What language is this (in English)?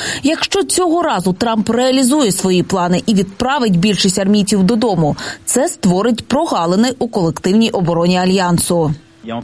Ukrainian